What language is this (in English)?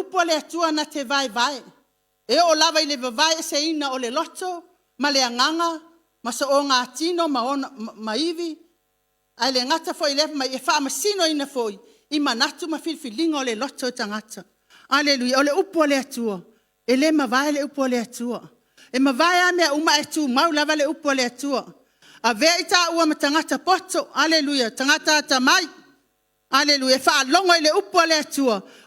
Samoan